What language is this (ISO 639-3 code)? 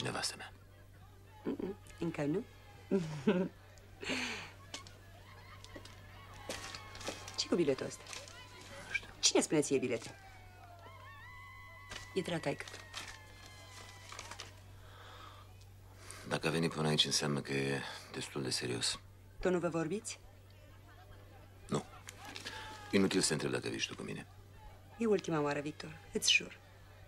ron